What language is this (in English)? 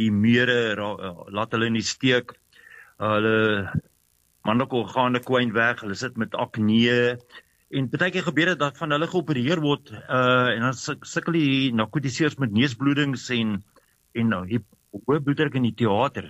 Afrikaans